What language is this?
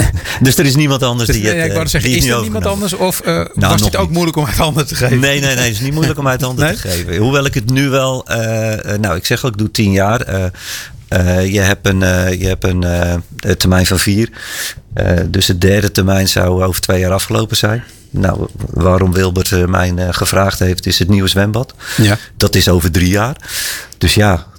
Dutch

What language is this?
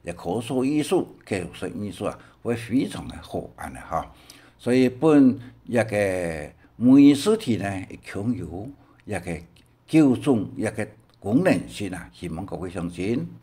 Hakka Chinese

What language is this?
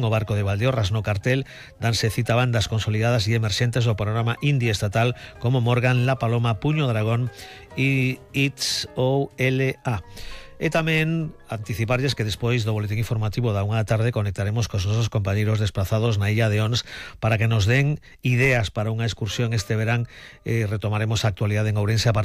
Galician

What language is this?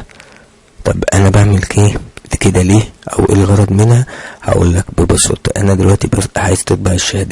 Egyptian Arabic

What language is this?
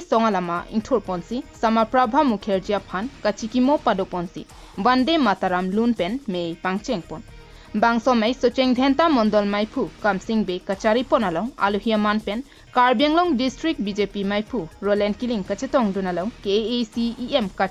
Karbi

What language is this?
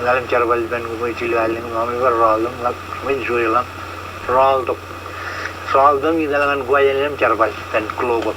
Marshallese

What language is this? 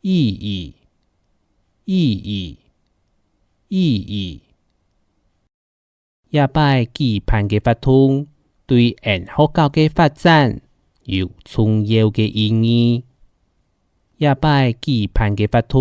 Hakka Chinese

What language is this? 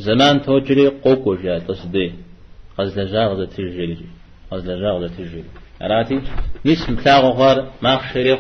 Kabardian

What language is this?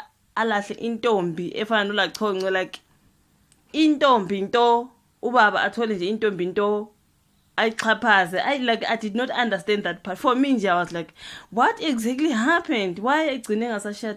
Zulu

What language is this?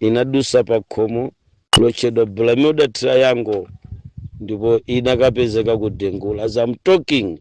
Nyanja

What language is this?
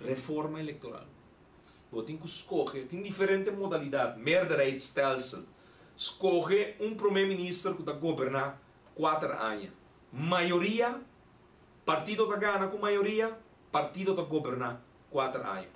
Papiamento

